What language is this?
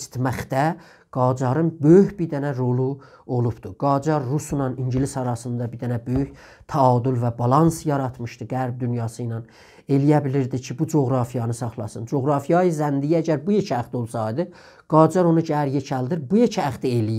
South Azerbaijani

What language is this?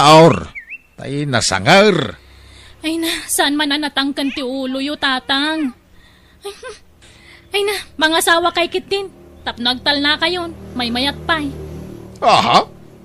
Iloko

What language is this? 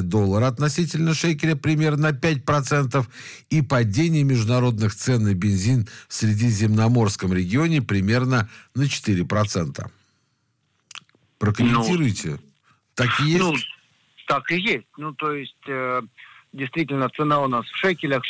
Russian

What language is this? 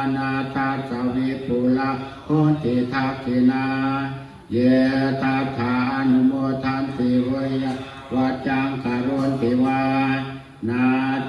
Pali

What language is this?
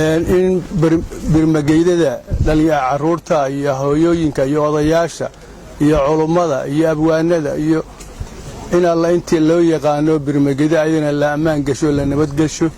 Somali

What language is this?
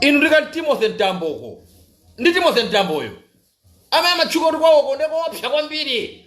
Nyanja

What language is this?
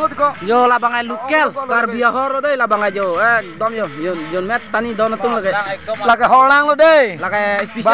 Karbi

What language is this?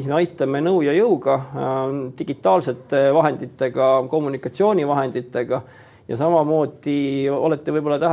Estonian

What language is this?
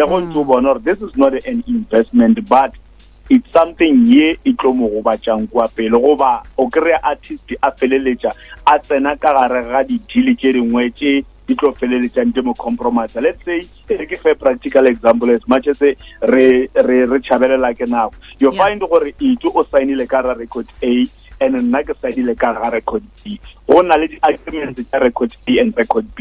Northern Sotho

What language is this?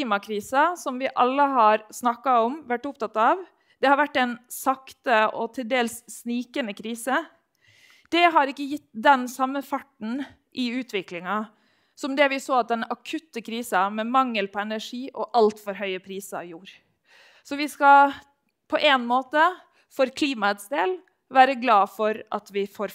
Norwegian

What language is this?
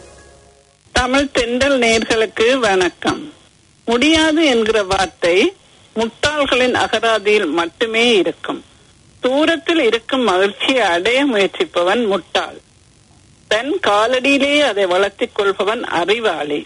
Tamil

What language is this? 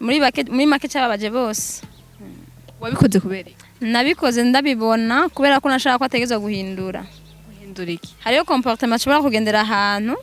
Rundi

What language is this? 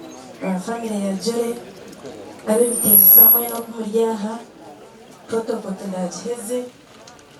Nyankole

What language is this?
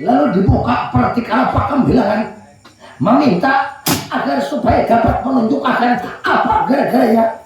Banjar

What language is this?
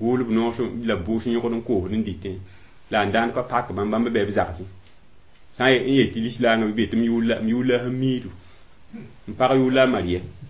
Mossi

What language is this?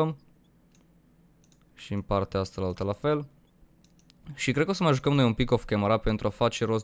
Romanian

